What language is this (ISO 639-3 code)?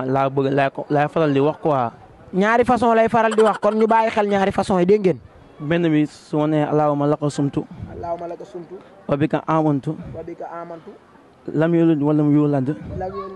wol